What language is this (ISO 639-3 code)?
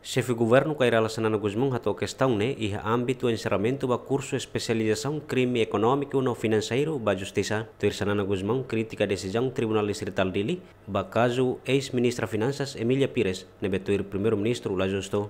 tet